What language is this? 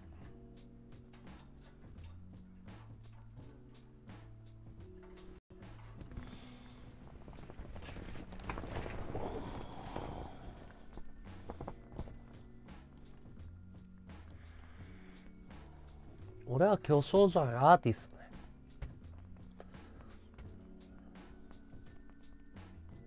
Japanese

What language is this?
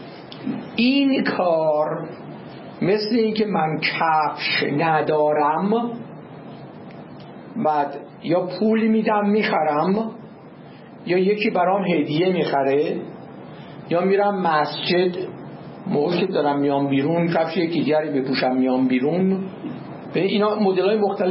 Persian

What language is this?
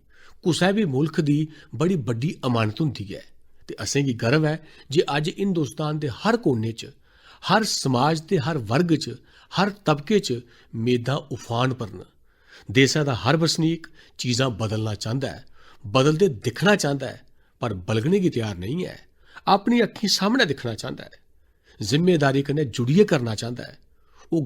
Dogri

